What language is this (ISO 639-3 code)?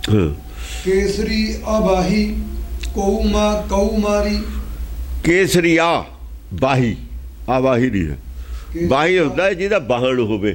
pan